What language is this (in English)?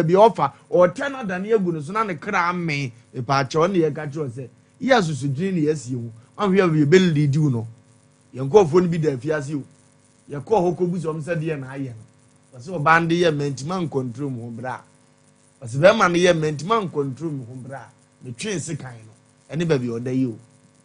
Akan